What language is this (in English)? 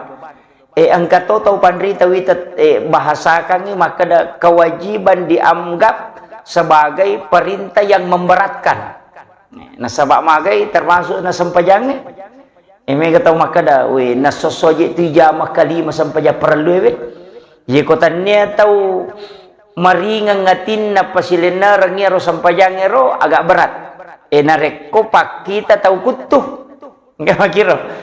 Buginese